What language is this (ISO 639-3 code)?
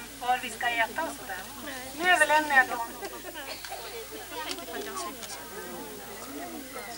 swe